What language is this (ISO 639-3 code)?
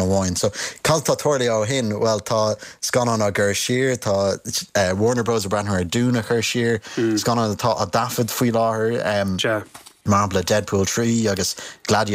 gle